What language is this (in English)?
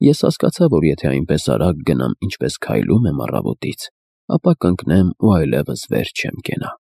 Armenian